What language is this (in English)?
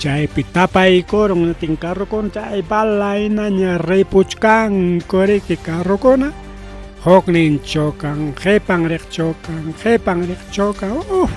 Ayacucho Quechua